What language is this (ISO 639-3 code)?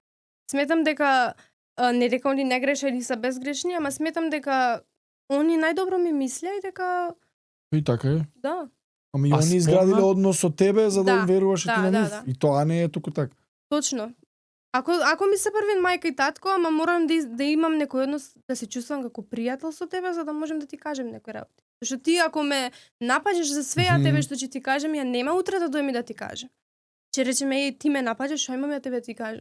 mkd